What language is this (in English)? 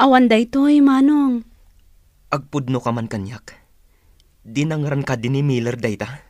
Iloko